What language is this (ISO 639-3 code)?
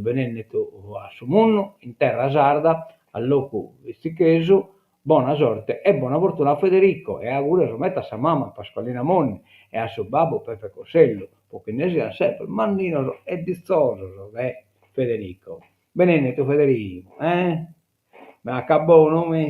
srd